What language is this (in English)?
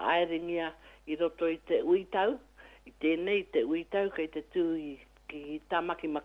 Māori